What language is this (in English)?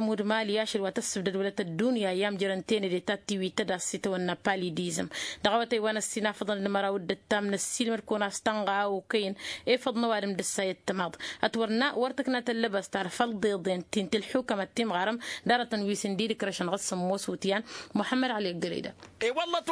Tamasheq